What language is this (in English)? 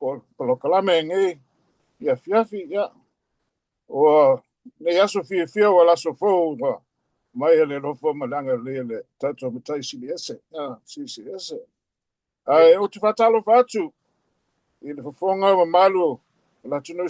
Samoan